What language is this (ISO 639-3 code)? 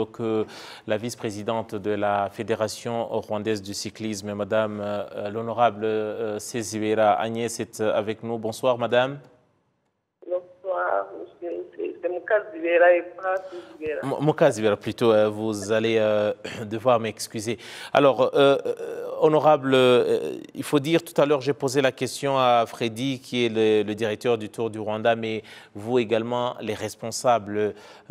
fra